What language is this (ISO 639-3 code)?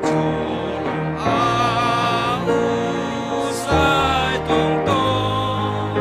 bts